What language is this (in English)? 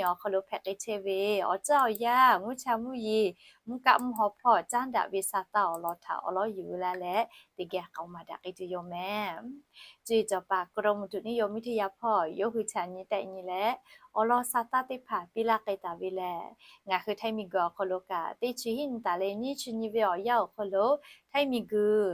Lahu